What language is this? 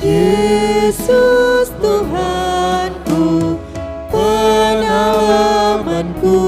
Batak Karo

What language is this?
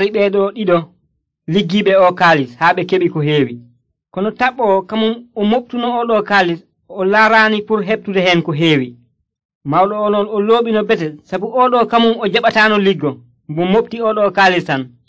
Nigerian Fulfulde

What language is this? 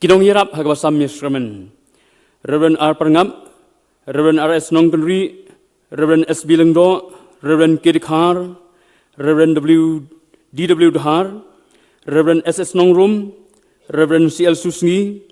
Khasi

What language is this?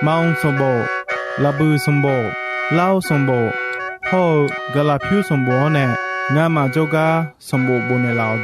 Akha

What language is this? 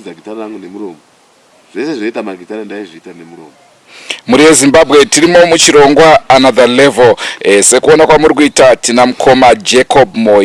Shona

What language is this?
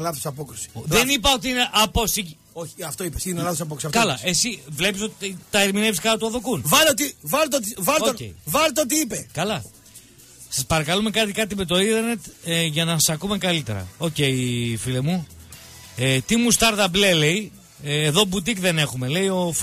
Greek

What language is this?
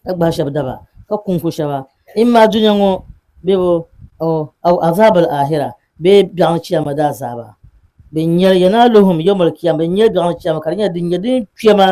Dagbani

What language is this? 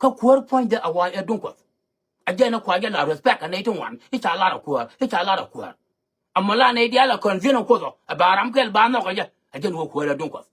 Nuer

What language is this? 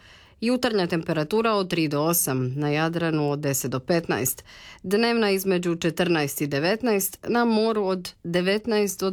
Croatian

